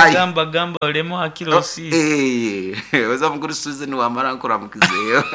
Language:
Nyoro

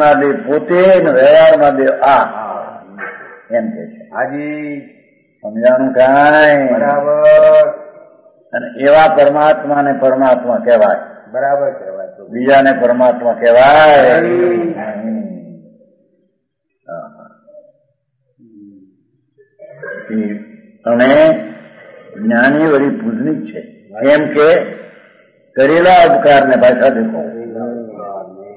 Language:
Gujarati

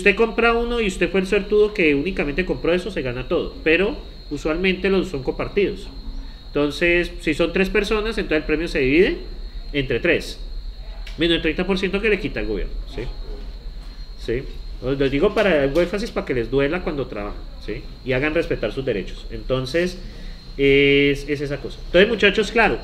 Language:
Spanish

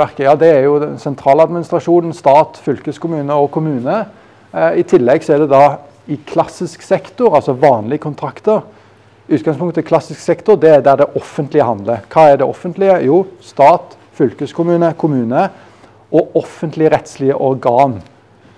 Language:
Norwegian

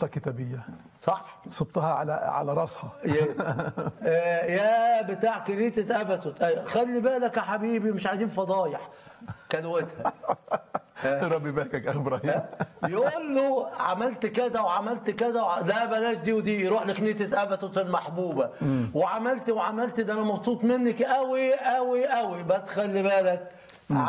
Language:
Egyptian Arabic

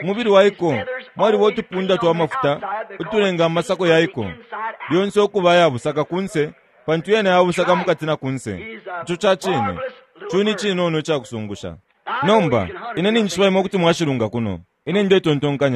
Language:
Bemba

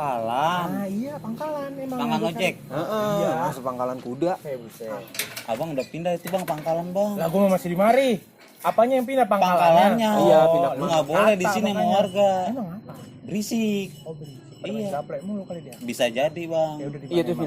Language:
Betawi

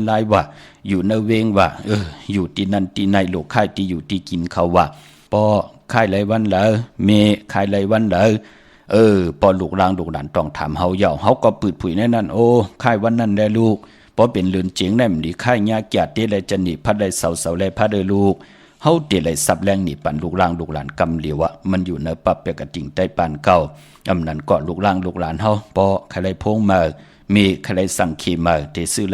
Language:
Shan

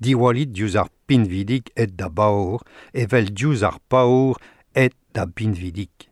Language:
Breton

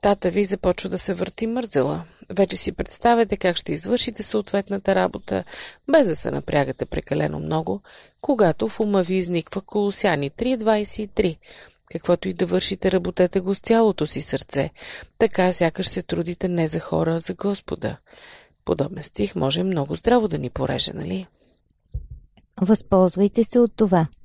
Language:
Bulgarian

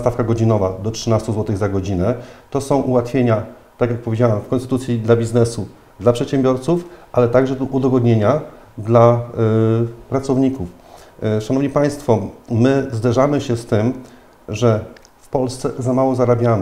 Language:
Polish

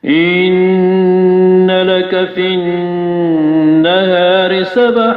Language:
Maranao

